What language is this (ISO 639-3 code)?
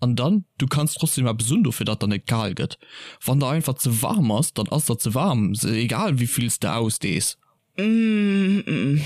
ltz